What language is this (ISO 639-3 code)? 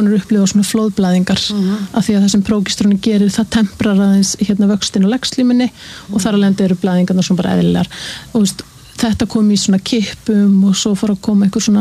isl